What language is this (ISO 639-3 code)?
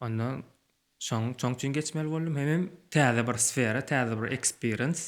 tuk